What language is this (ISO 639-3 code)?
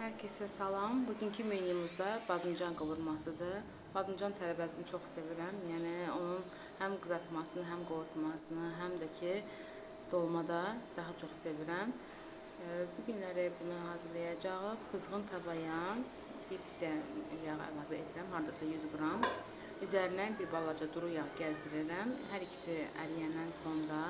aze